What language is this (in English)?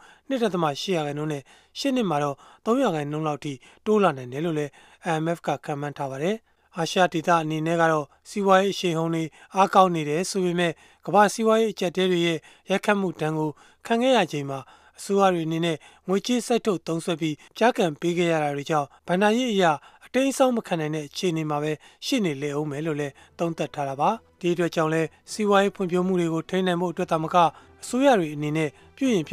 Burmese